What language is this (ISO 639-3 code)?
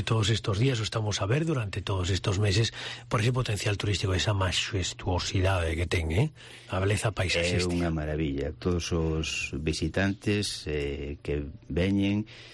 glg